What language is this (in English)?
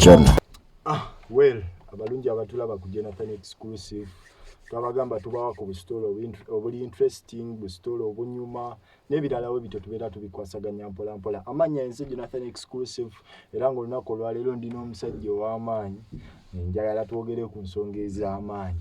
Ganda